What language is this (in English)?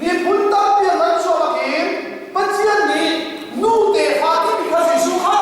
Hakha Chin